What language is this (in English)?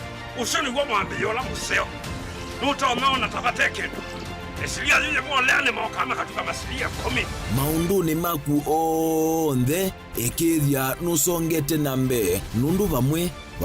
Kamba